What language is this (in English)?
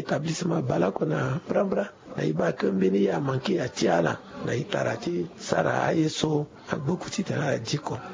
Sango